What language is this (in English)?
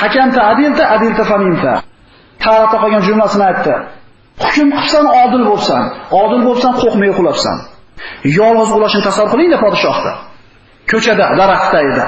Uzbek